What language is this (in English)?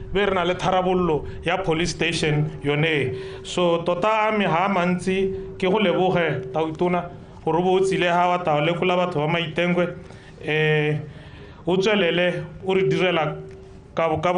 Tswana